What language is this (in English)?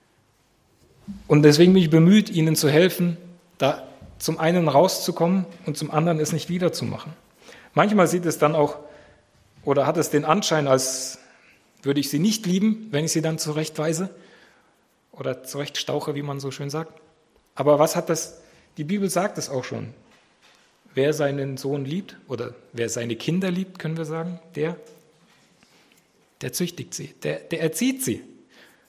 German